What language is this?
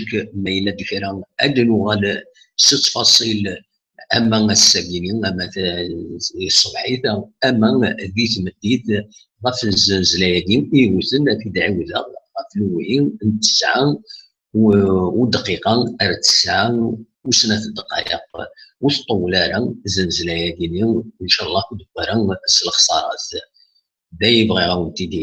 Kabyle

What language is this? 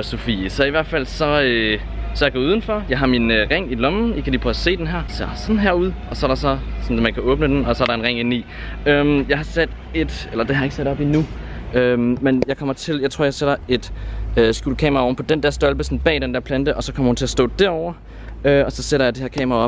Danish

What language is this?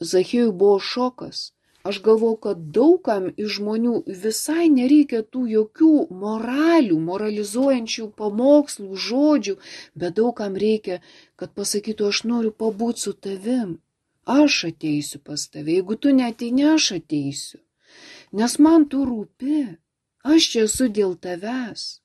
Lithuanian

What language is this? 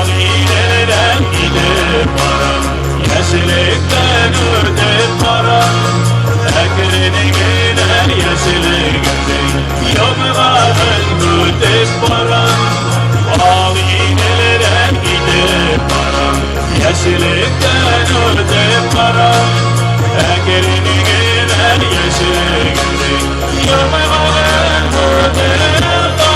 Bashkir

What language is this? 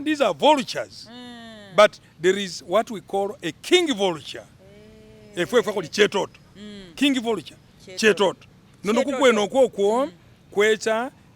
Masaaba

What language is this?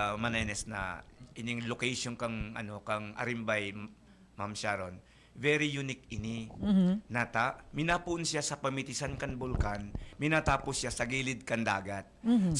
Bikol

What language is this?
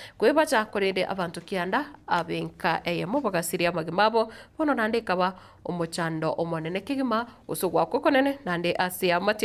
Gusii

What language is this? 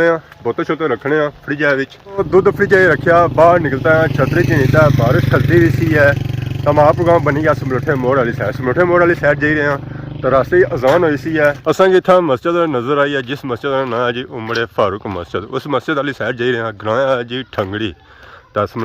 Pahari-Potwari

